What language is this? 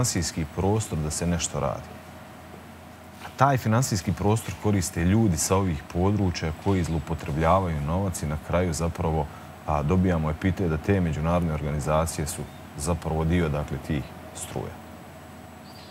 Serbian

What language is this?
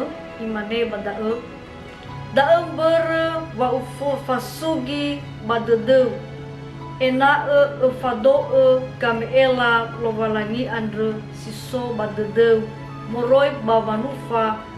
Nias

